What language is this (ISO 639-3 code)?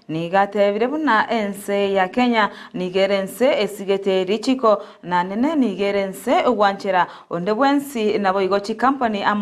guz